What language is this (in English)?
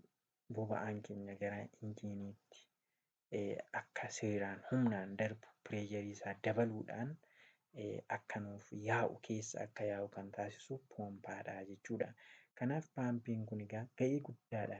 Oromo